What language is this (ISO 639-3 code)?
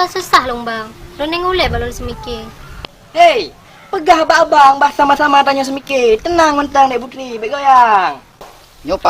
ace